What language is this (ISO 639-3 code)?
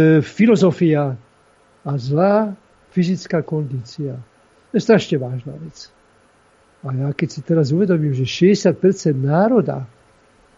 slk